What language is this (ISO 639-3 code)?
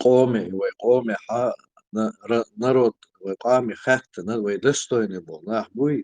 che